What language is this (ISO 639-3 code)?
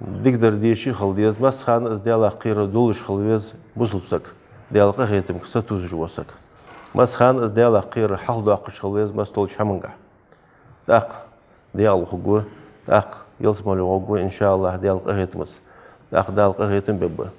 inh